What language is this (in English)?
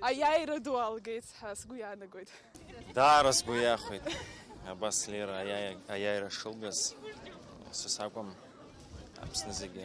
Abkhazian